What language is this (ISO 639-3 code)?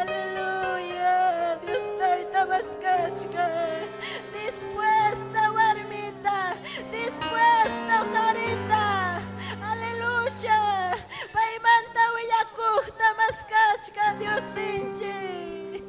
quy